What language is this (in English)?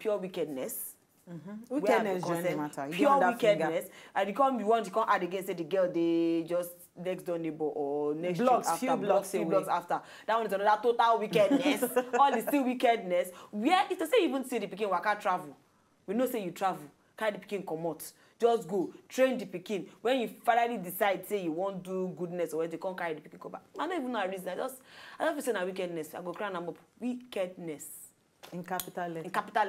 Nigerian Pidgin